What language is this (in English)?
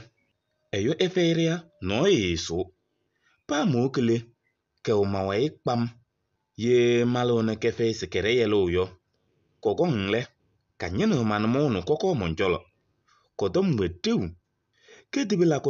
Kabiyè